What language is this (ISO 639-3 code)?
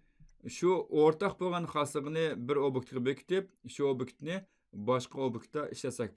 uig